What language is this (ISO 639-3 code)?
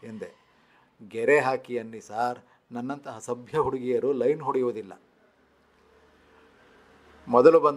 kan